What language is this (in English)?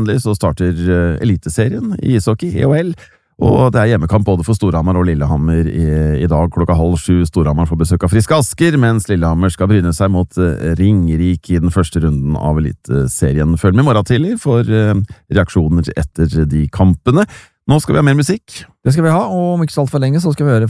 Norwegian